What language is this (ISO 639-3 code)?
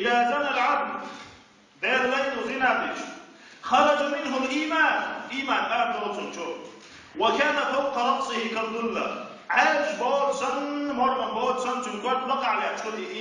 che